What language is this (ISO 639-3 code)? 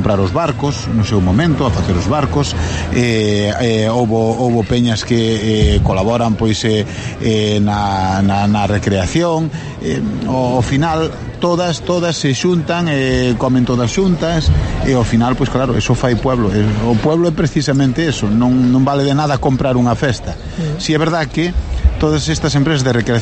glg